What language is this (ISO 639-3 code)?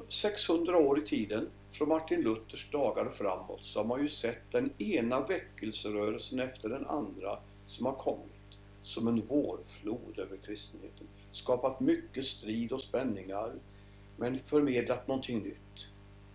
swe